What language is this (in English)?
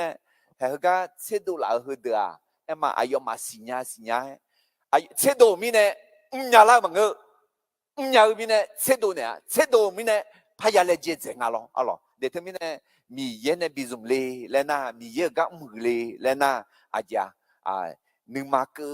Akha